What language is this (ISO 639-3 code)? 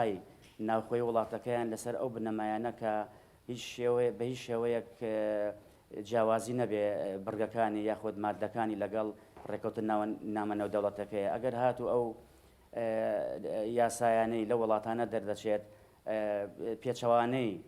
ckb